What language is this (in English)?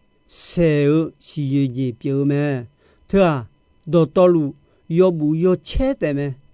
Akha